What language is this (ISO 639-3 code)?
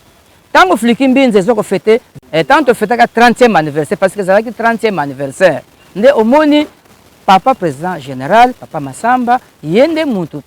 lin